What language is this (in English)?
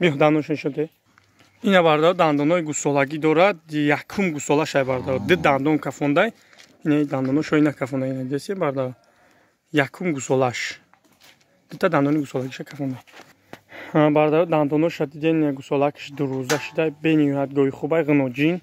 Tajik